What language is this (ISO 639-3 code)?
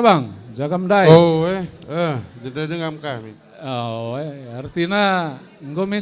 btx